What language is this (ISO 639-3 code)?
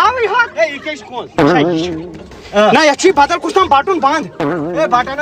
kas